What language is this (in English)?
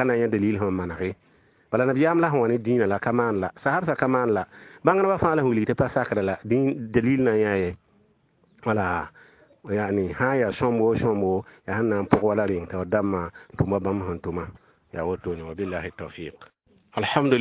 Mossi